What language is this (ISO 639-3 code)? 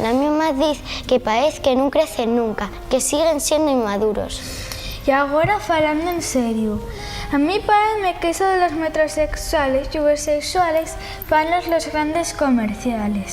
ast